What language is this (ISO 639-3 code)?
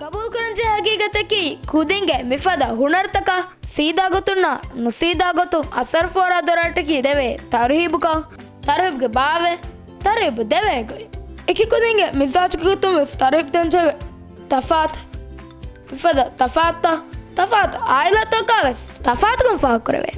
div